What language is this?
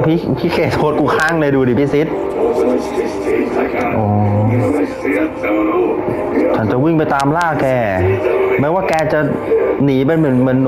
Thai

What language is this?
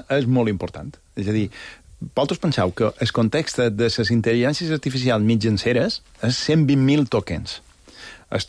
Catalan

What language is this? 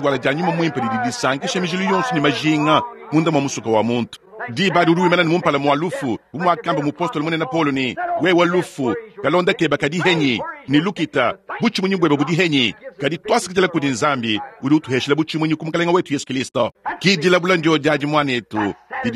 Luba-Lulua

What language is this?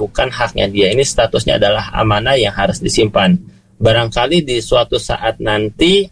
Indonesian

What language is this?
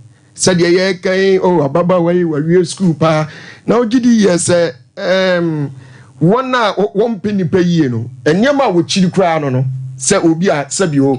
Akan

